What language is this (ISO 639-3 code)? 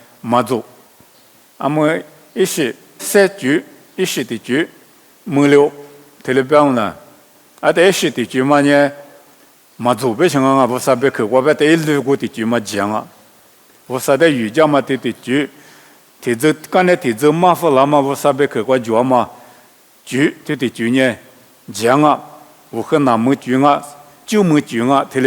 lis